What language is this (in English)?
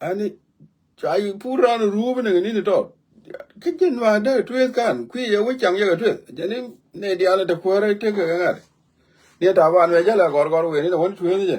Nuer